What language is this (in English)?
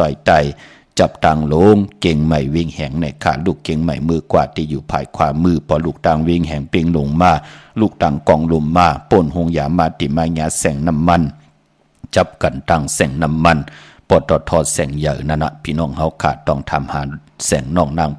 Shan